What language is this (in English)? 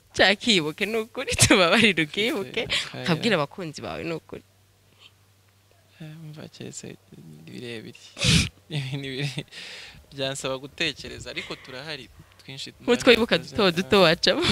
Kinyarwanda